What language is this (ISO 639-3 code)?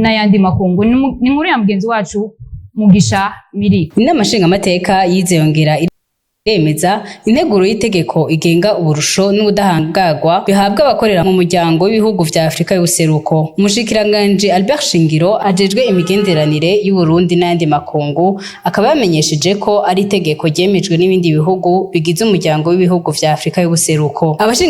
run